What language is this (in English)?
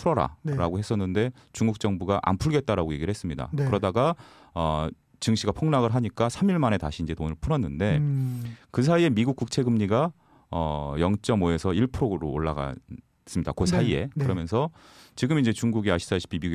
Korean